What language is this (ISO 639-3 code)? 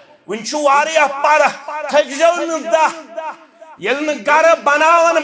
kas